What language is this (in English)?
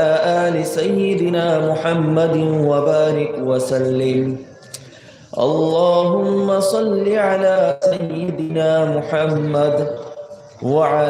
Sylheti